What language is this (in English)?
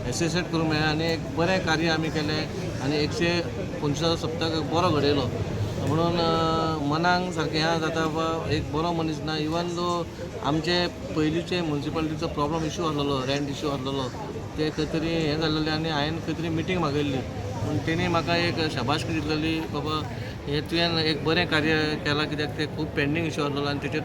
Konkani